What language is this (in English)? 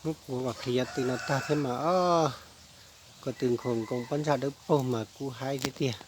Hmong